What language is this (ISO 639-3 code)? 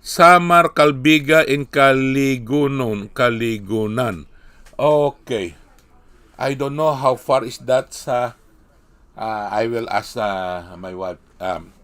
hil